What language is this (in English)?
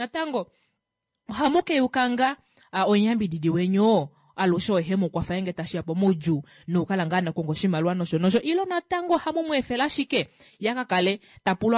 Kuanyama